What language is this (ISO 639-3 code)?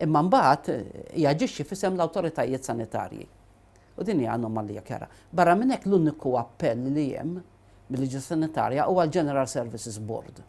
mlt